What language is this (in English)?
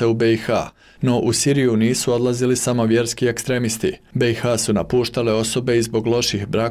Bosnian